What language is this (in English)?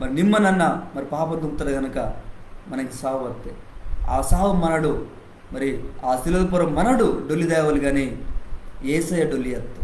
Koya